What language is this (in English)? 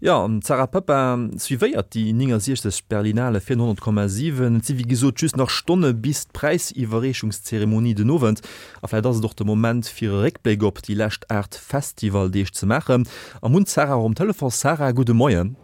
Luxembourgish